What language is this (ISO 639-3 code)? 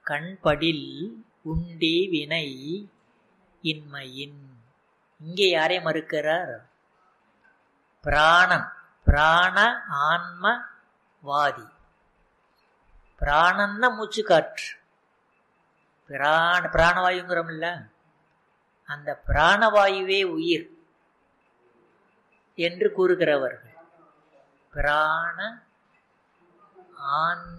tam